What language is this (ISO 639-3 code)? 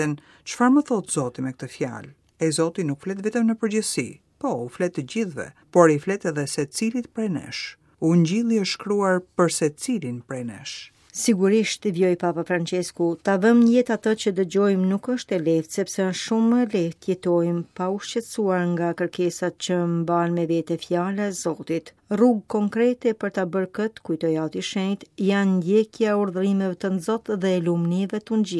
sqi